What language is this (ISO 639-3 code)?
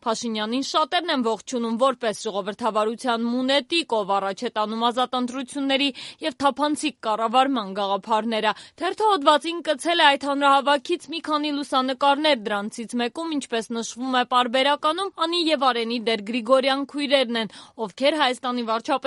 hye